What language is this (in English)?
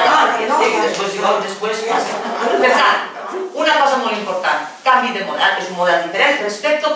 Catalan